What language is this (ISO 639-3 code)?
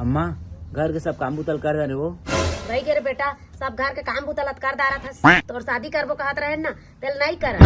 hne